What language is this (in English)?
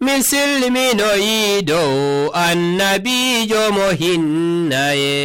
Nigerian Fulfulde